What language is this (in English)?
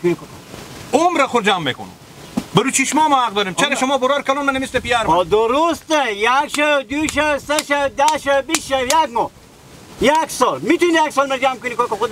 Hazaragi